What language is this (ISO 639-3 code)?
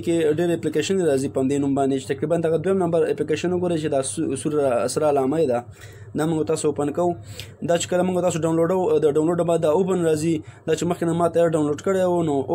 pus